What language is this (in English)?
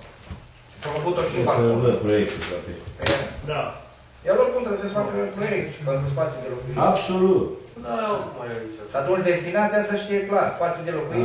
Romanian